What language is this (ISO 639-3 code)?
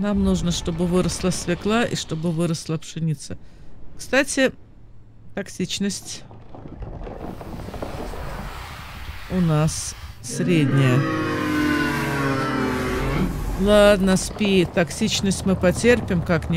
rus